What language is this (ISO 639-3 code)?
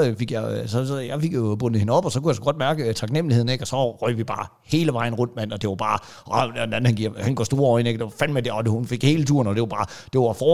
dan